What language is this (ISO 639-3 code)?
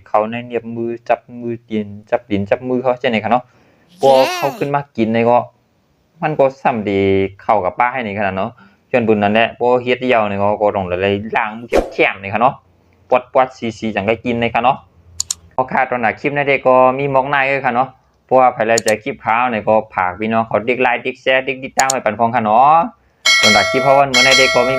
shn